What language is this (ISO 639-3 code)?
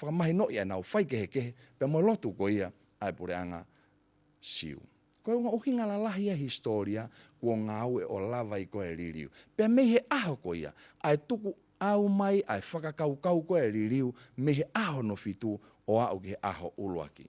ton